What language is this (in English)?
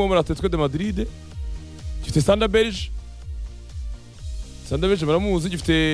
Kinyarwanda